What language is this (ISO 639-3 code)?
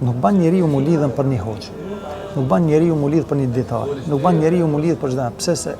sqi